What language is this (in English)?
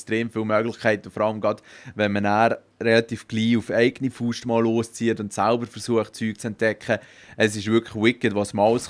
Swiss German